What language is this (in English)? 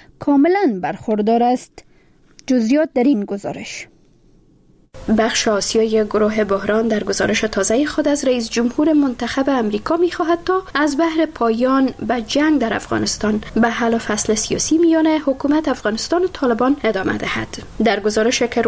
Persian